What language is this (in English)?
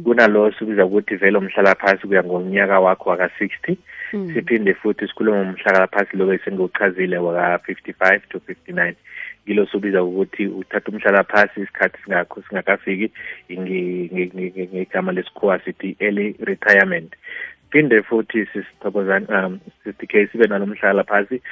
South Ndebele